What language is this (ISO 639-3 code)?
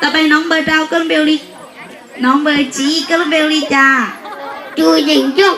hmn